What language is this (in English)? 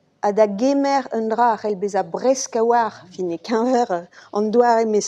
Breton